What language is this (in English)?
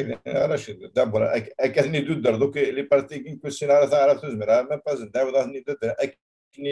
Kabyle